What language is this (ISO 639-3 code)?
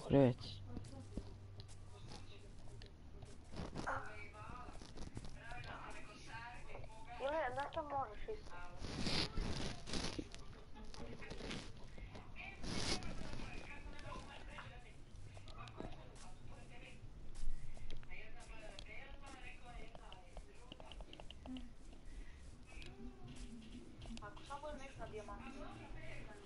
hrv